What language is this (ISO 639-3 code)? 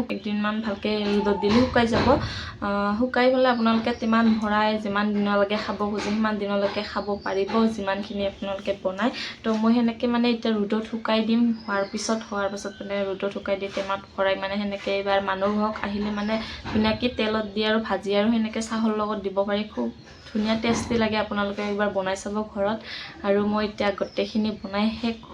asm